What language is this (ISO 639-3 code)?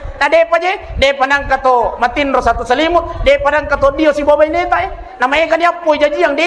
bug